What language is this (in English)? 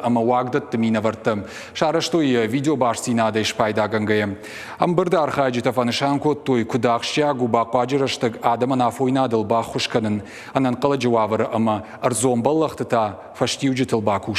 Ossetic